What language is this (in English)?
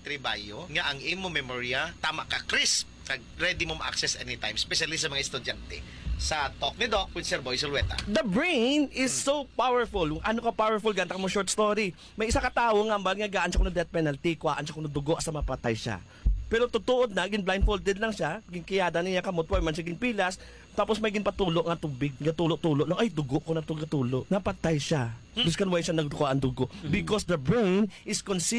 Hiligaynon